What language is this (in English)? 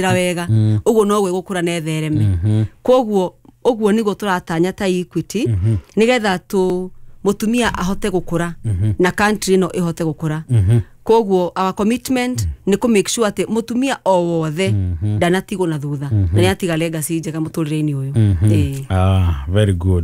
Kikuyu